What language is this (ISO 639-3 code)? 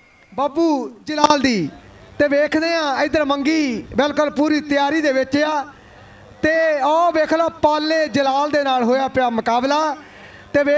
pan